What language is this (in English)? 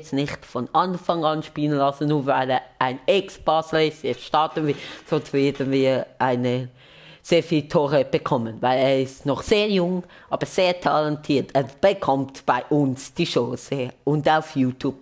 Swiss German